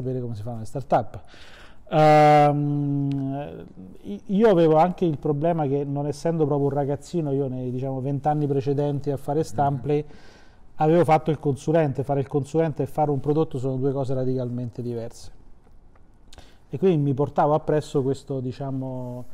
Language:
Italian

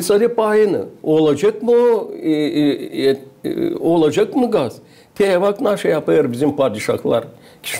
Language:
Gagauz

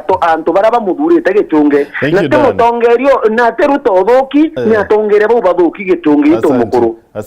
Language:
Meru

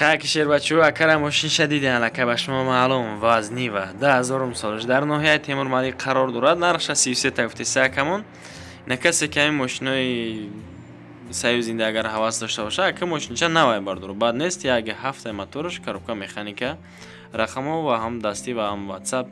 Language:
Tajik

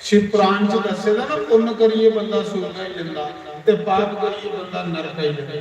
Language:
Dogri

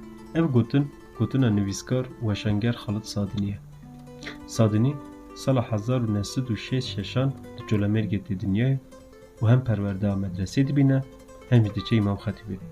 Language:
Kurdish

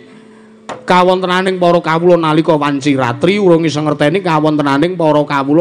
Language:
Javanese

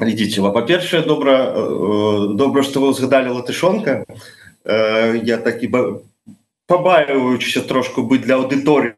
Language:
Belarusian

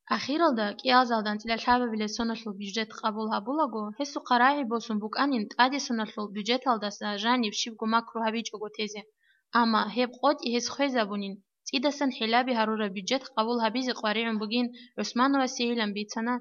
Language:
Avaric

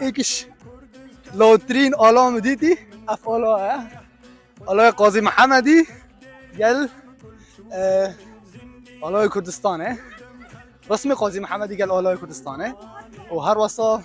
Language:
Kurdish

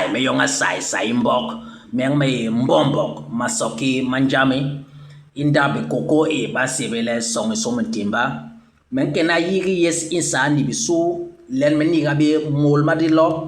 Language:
Basaa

